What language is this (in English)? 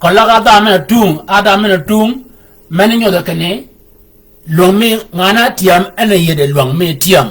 Shilluk